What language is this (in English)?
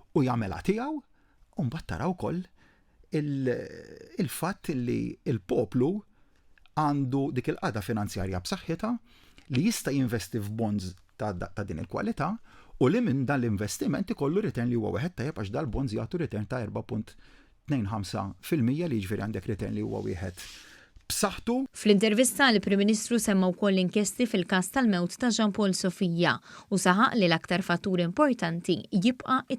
Maltese